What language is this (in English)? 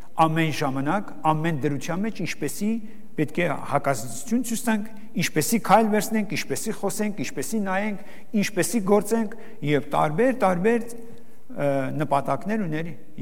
Armenian